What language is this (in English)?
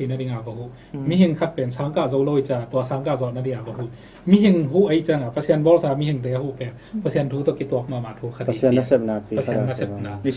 Tedim Chin